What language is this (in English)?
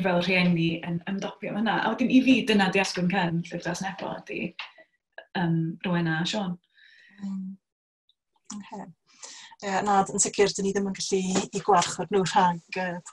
Welsh